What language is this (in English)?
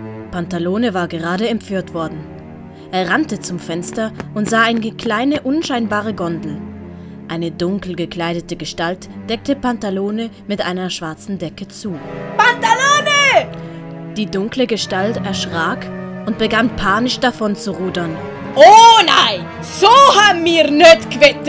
Swiss German